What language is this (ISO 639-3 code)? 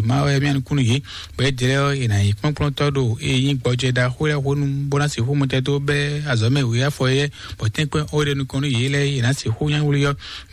fon